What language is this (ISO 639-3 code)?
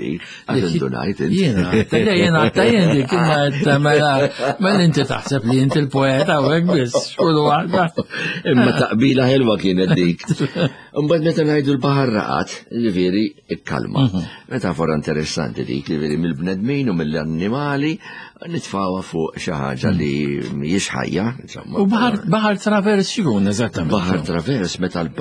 mlt